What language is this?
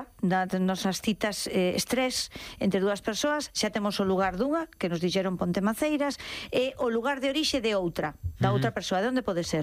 Galician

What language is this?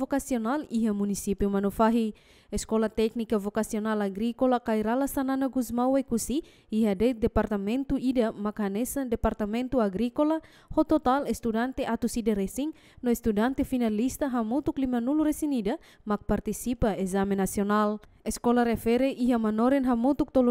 Tetum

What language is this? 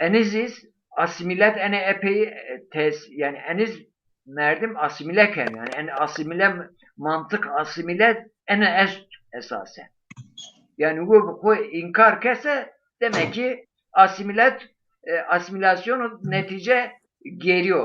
Zaza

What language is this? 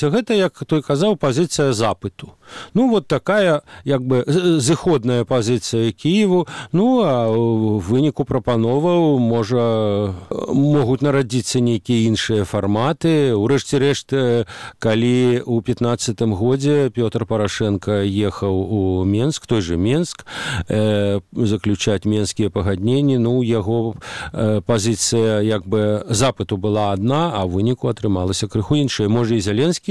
Belarusian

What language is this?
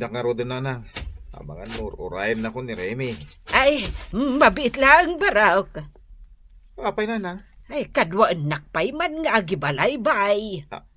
Iloko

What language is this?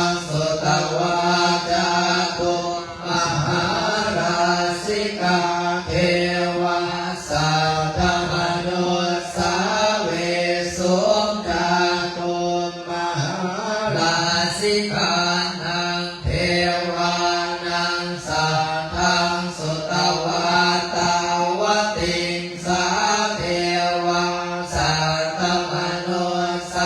Pali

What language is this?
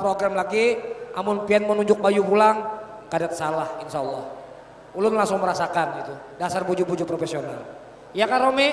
Banjar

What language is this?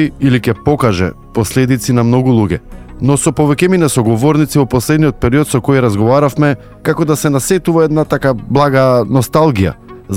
Macedonian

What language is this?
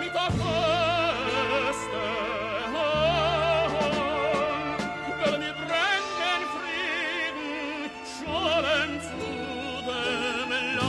Yiddish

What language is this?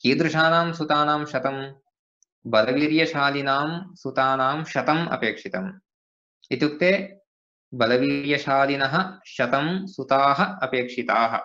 Sanskrit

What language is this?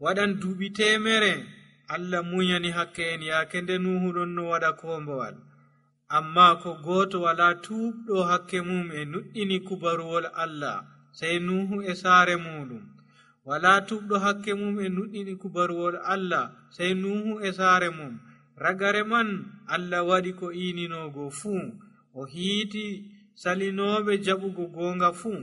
Nigerian Fulfulde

